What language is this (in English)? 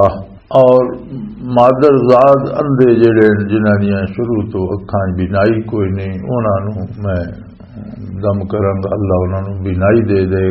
Western Panjabi